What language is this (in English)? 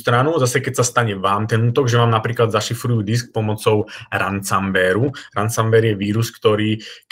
Slovak